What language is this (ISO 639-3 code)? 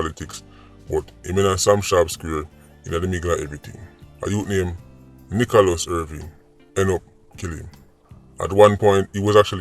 jam